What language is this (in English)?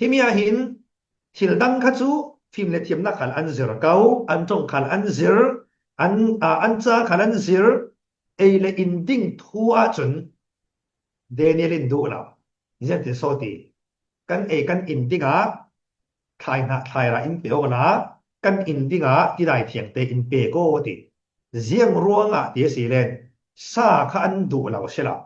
Falam Chin